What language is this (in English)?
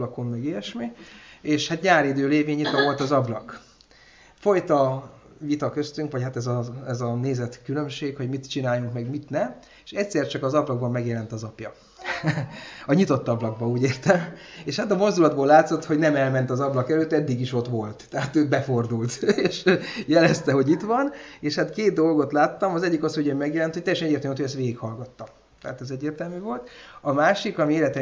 Hungarian